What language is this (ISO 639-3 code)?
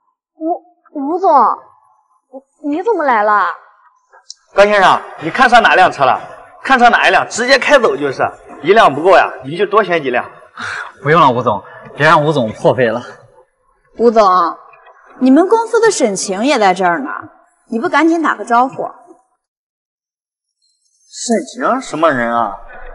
zho